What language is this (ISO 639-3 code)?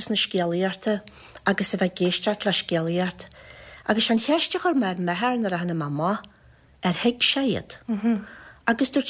gle